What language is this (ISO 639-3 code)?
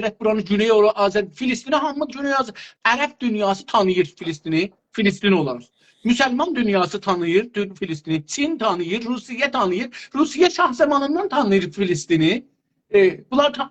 azb